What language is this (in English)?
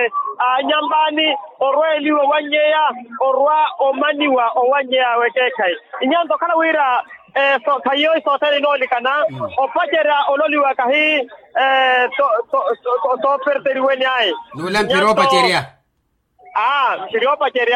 Makhuwa